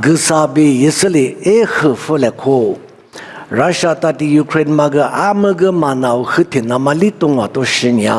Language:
Lisu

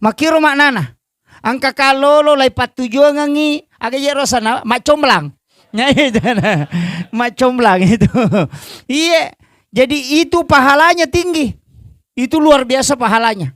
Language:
Buginese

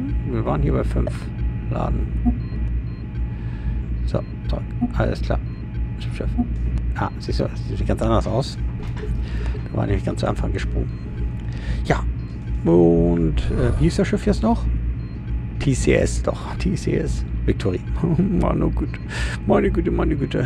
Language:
German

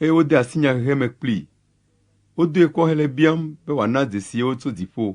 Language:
Ewe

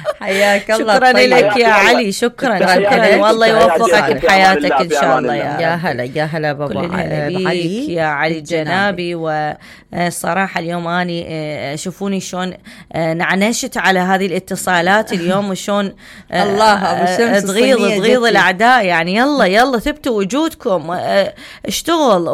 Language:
Mesopotamian Arabic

